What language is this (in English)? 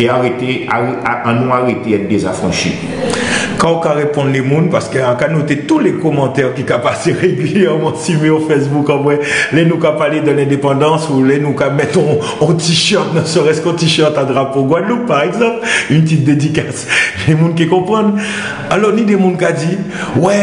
Guadeloupean Creole French